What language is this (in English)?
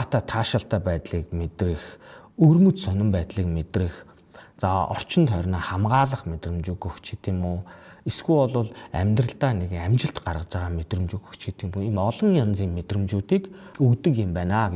Mongolian